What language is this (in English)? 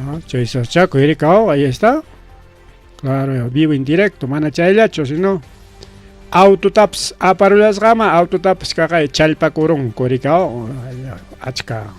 Ayacucho Quechua